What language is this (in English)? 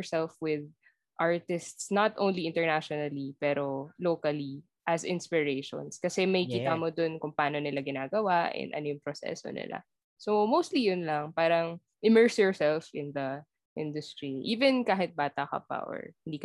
Filipino